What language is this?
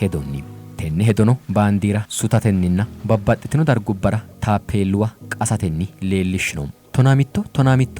Sidamo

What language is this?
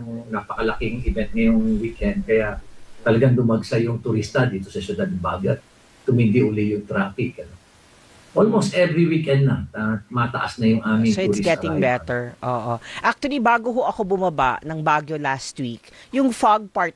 Filipino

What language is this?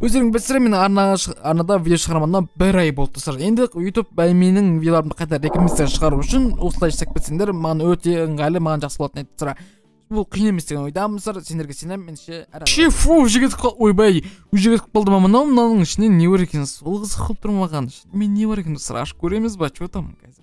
Kazakh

